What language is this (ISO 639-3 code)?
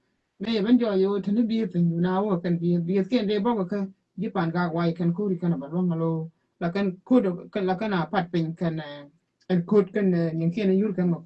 nus